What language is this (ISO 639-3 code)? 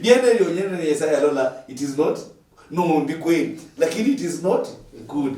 luy